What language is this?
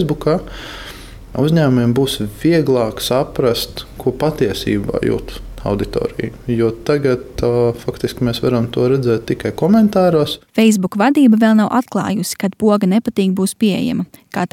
Latvian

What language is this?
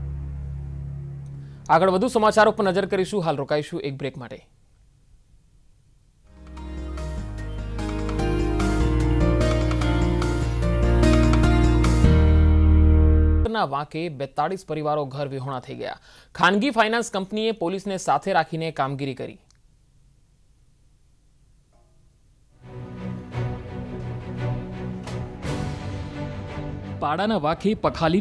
Gujarati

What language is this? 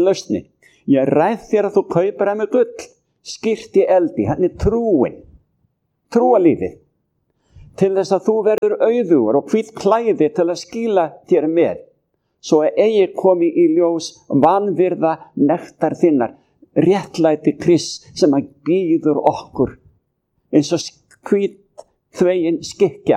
Icelandic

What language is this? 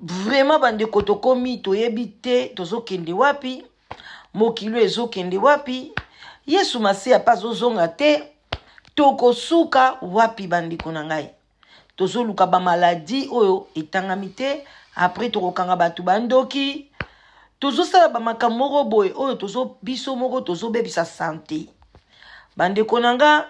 Lingala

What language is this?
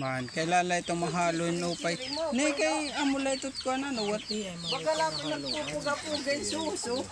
Waray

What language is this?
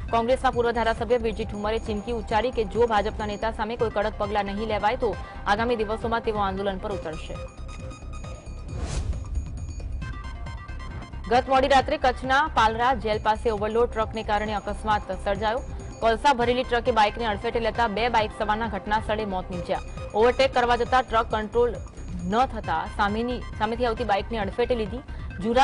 Gujarati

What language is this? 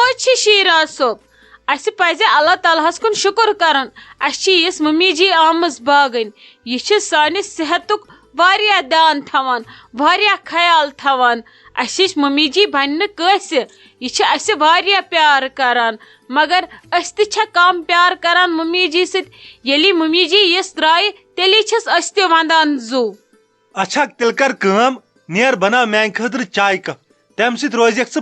Kashmiri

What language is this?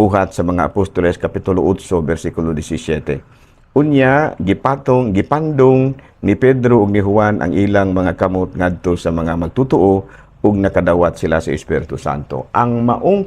Cebuano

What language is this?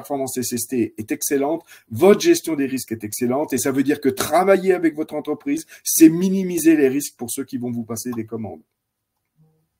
French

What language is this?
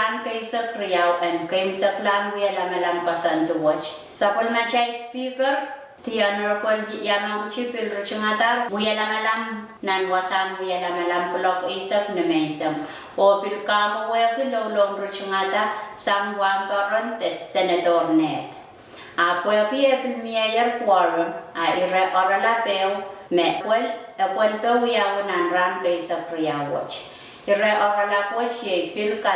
Pohnpeian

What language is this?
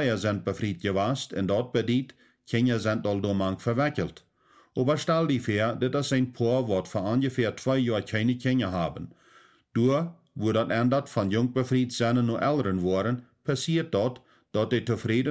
Plautdietsch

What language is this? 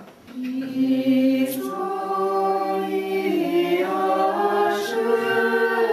Hungarian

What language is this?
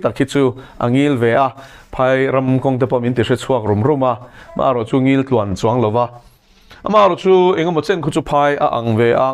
Mizo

